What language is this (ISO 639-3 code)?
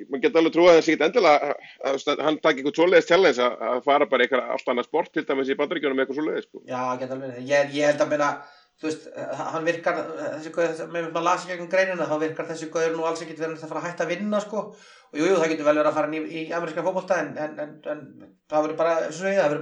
isl